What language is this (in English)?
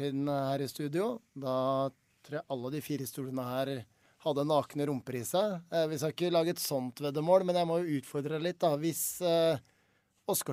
Norwegian